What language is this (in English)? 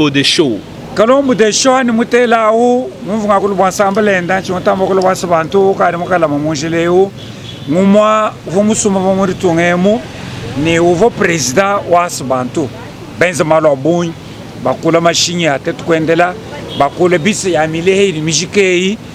Luba-Lulua